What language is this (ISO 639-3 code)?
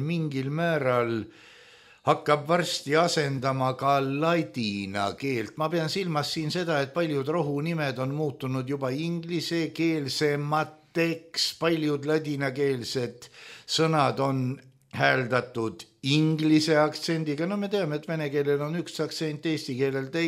est